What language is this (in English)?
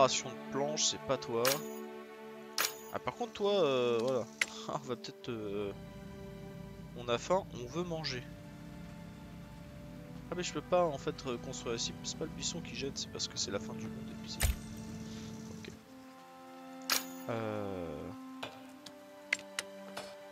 French